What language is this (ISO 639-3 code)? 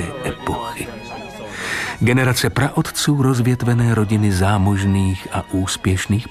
ces